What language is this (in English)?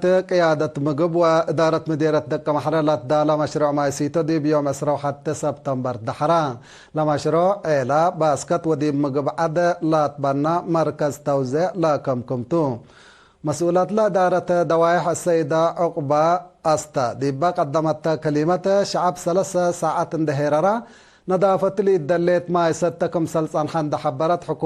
Tigre